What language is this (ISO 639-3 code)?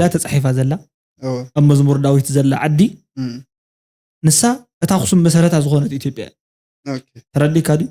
tir